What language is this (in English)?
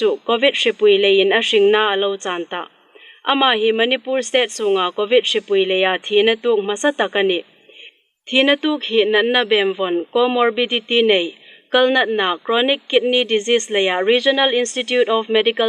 Hmar